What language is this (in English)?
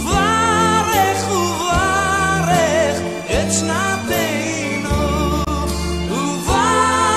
Hebrew